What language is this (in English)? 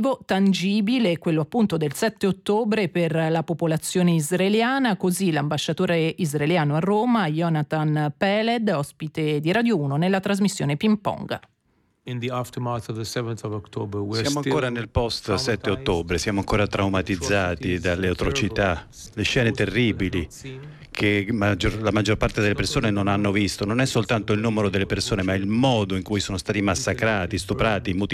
Italian